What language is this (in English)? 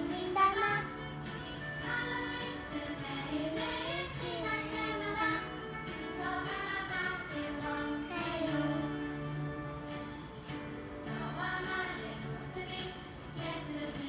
Korean